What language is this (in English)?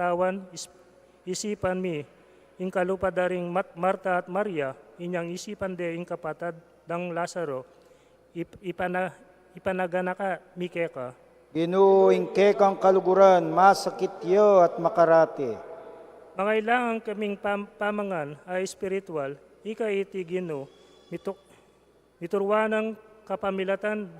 Pampanga